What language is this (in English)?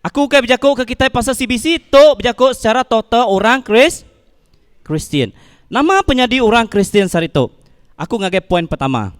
Iban